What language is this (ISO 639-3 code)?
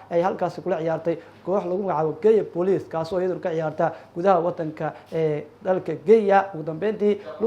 som